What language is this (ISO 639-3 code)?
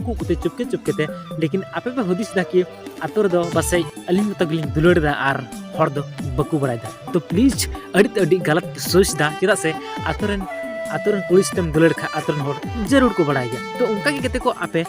sat